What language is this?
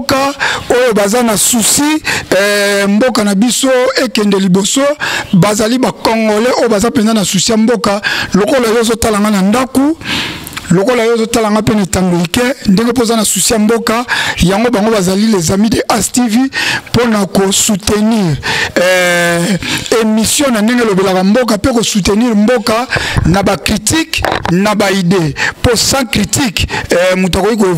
Lingala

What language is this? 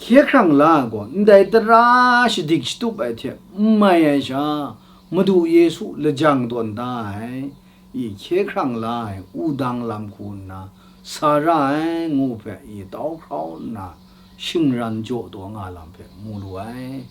Kachin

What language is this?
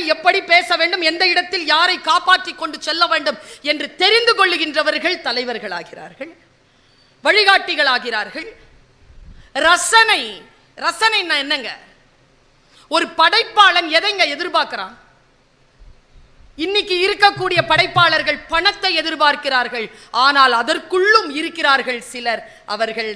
Tamil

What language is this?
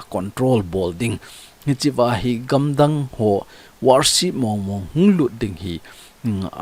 Thado Chin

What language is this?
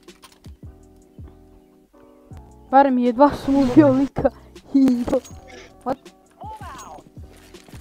Croatian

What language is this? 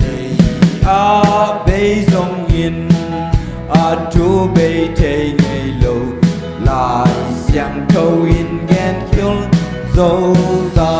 Tedim Chin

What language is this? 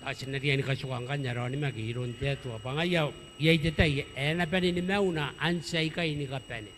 Gilbertese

